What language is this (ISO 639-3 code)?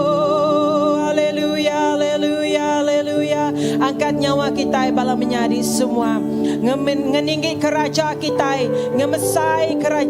iba